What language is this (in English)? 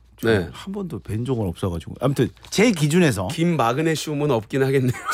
Korean